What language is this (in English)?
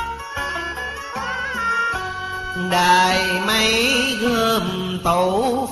Vietnamese